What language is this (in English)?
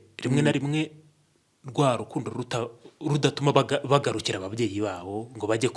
Kinyarwanda